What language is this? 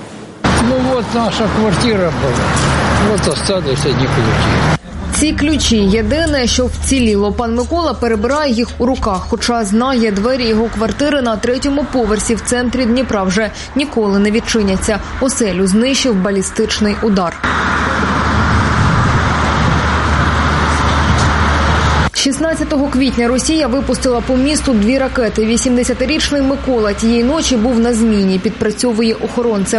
Ukrainian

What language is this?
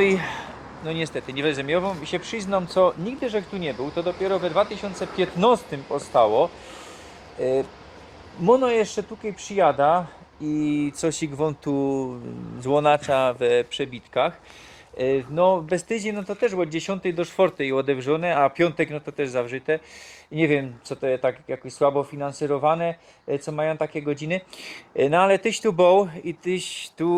Silesian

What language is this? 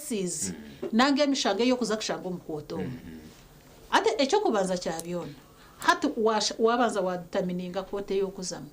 Nyankole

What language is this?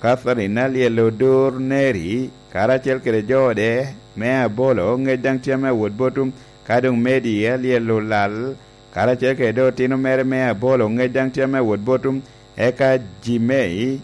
Lango (Uganda)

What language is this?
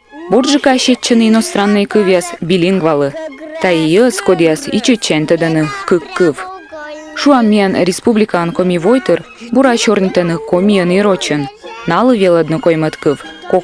Komi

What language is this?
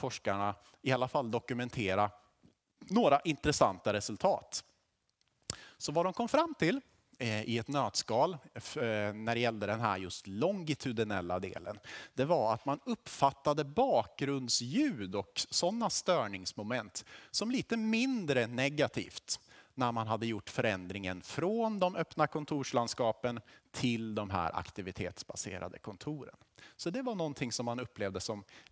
Swedish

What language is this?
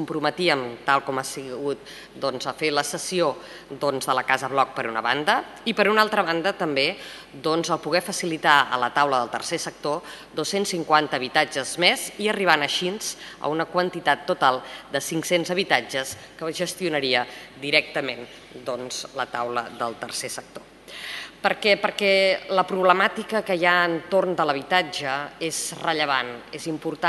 Catalan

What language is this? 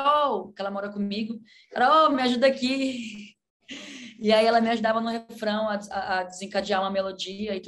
Portuguese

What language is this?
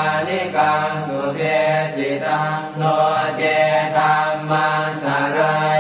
Pali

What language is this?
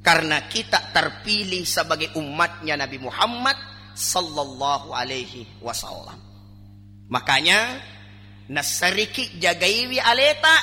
Buginese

